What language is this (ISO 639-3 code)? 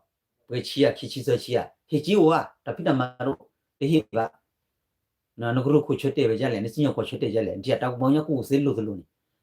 ksw